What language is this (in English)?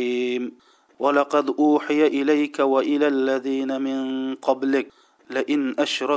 Uyghur